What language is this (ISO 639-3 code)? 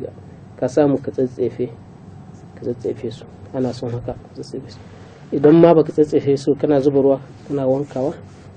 hau